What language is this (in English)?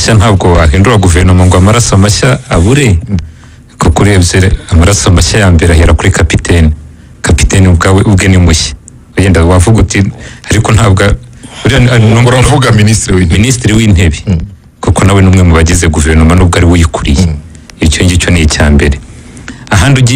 Kinyarwanda